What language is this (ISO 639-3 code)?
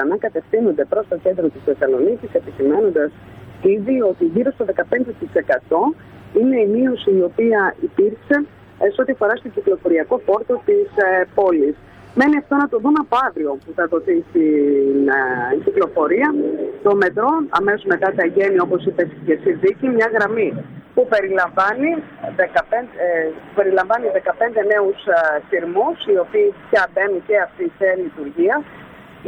ell